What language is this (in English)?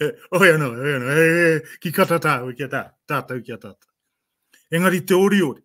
Māori